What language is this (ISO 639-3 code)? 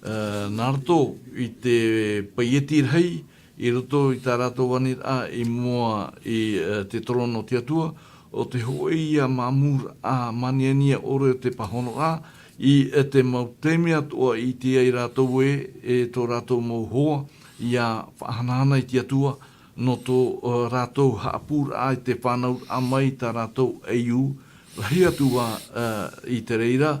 tah